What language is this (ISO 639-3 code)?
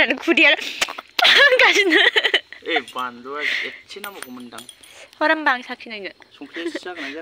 brx